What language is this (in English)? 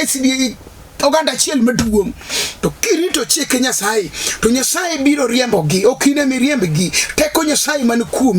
Luo (Kenya and Tanzania)